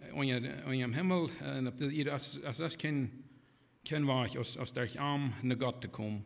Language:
Plautdietsch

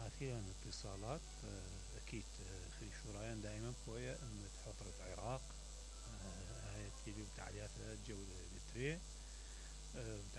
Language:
Mesopotamian Arabic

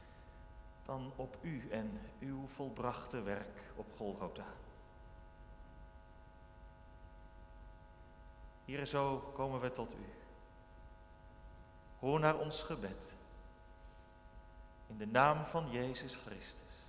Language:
Dutch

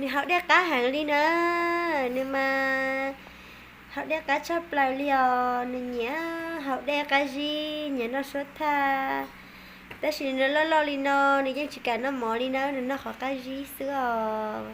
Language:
Hmong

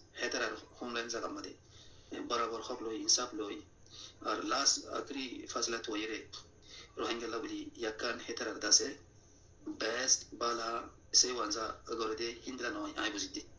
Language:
Rohingya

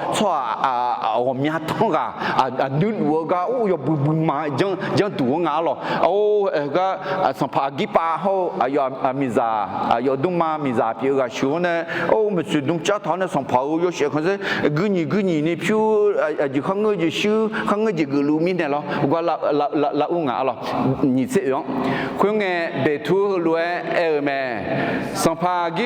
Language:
Akha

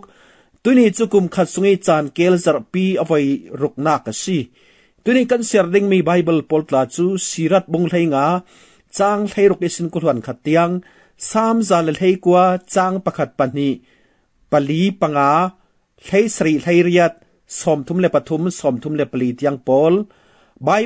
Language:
Falam Chin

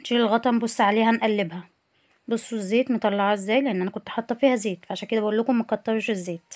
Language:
Egyptian Arabic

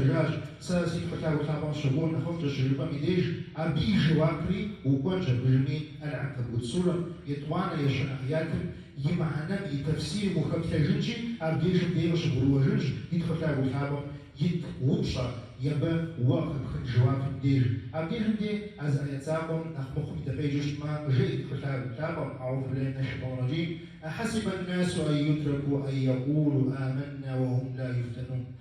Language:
Kabardian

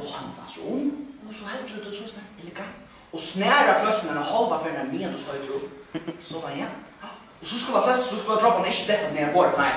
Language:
Faroese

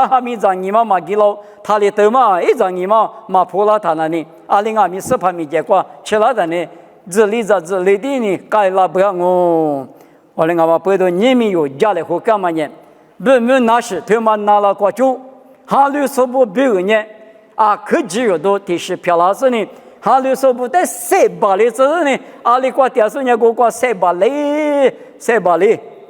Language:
Lisu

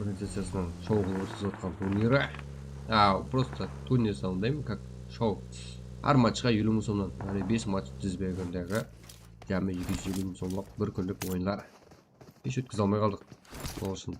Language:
Kara-Kalpak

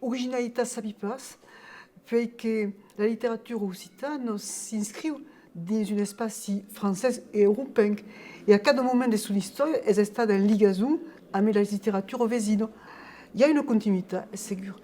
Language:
Occitan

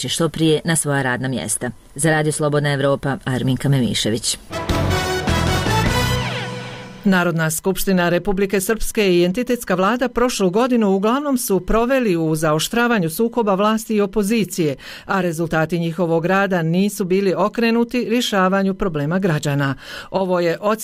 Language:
Bosnian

